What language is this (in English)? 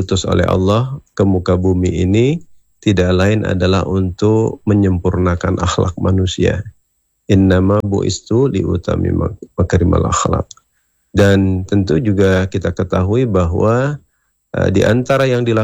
Indonesian